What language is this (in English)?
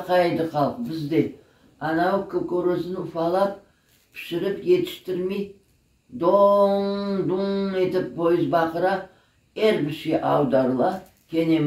Crimean Tatar